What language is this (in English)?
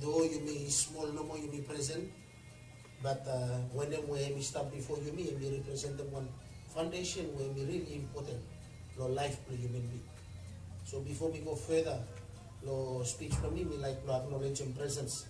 Bislama